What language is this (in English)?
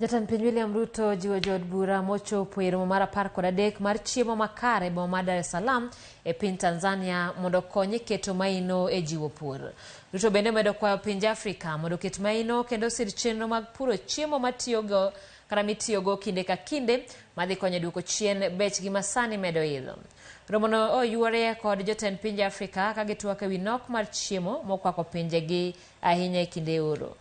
Luo (Kenya and Tanzania)